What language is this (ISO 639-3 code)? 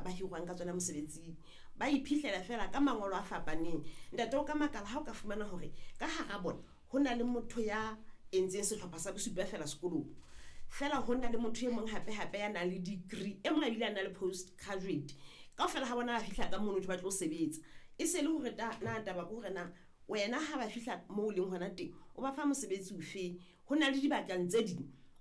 sot